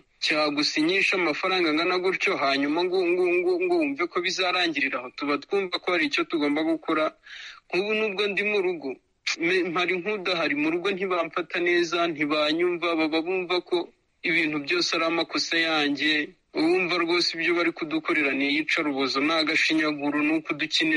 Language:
Kinyarwanda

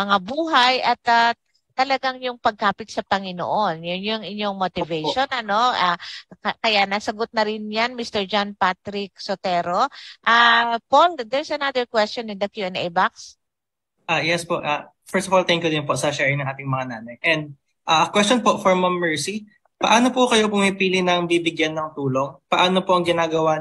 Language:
Filipino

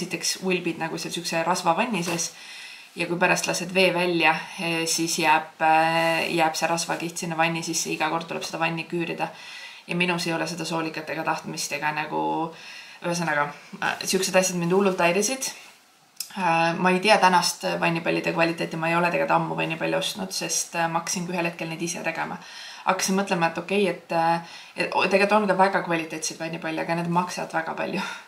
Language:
Estonian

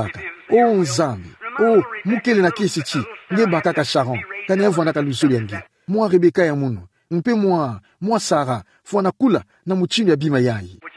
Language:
Kituba (Democratic Republic of Congo)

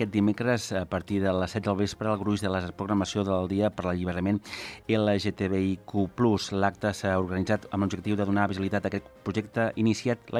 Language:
Catalan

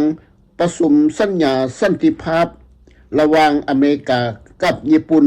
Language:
Lao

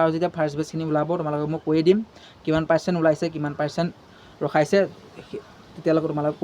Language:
Assamese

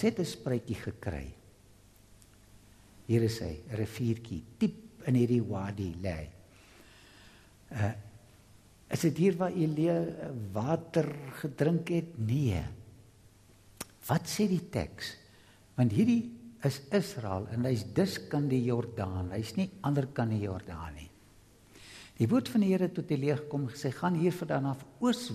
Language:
Afrikaans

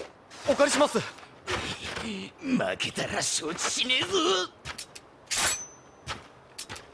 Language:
Japanese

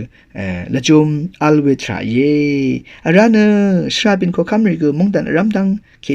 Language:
Rawang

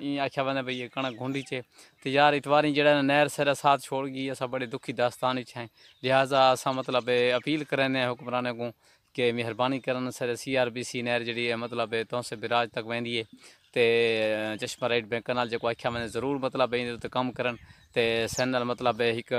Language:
Saraiki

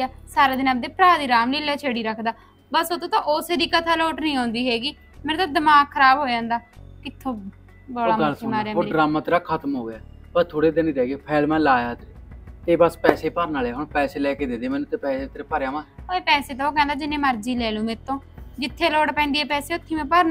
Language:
Punjabi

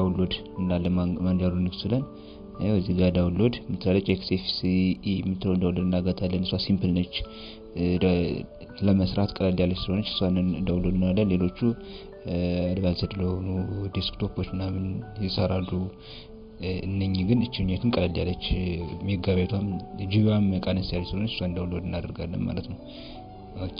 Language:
Amharic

